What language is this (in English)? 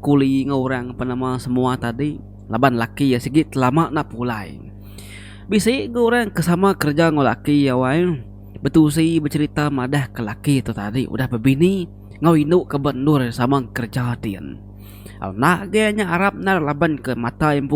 Iban